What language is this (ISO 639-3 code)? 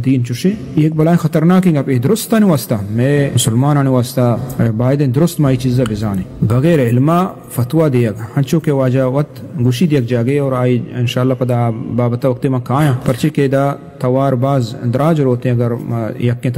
bgp